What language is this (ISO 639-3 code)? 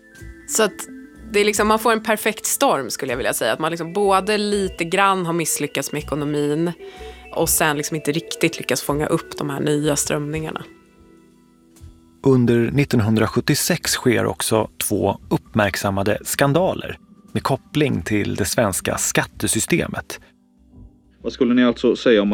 swe